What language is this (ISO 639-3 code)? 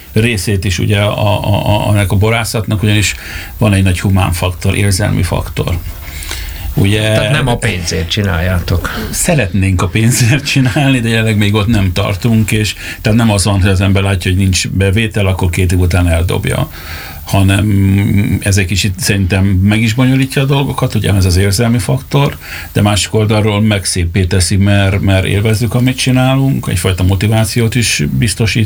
hun